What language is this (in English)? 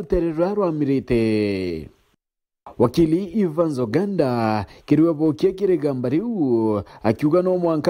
Meru